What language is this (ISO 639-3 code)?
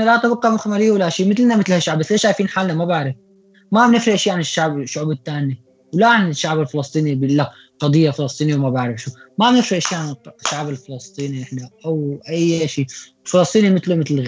apc